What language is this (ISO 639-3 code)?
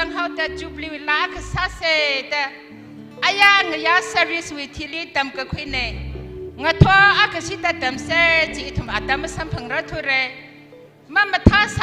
nmf